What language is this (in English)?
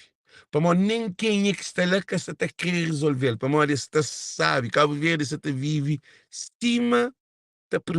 Kabuverdianu